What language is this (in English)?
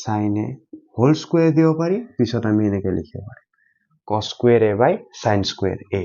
Assamese